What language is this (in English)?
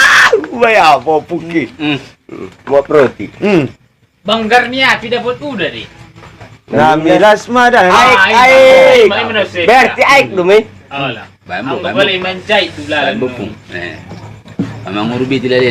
Batak Angkola